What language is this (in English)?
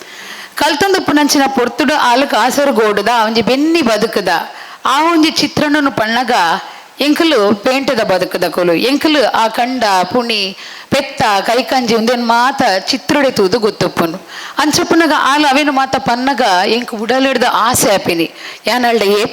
Tulu